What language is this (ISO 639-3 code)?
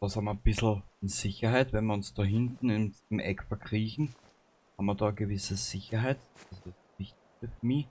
bar